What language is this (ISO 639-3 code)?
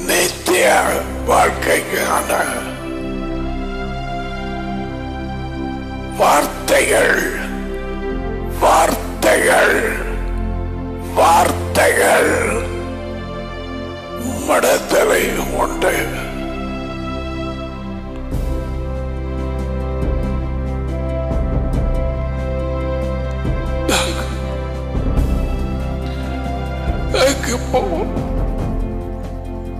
tam